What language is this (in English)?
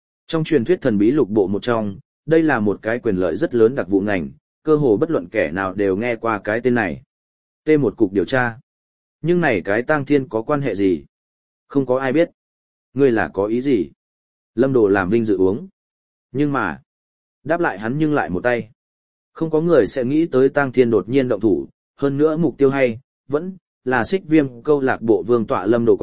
Vietnamese